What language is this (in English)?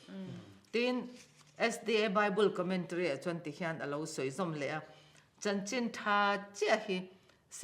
Mizo